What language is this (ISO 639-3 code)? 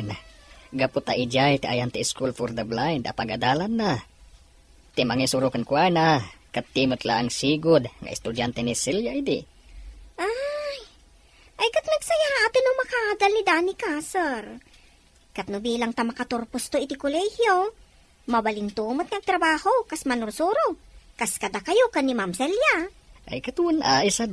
ilo